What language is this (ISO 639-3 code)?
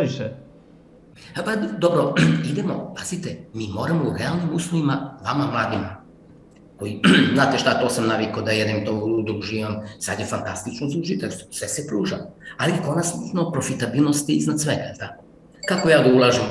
srp